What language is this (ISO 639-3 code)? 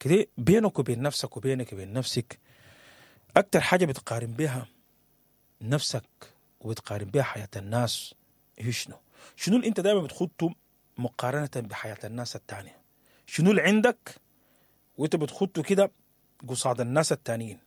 apd